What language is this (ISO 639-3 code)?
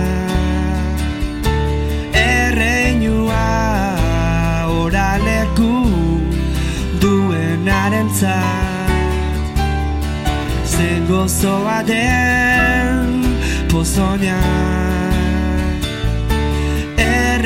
eus